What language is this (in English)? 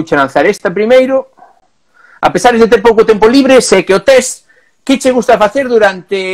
Galician